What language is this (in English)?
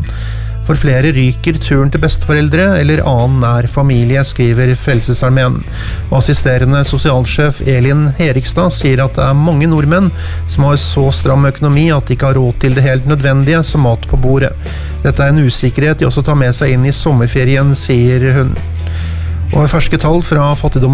Norwegian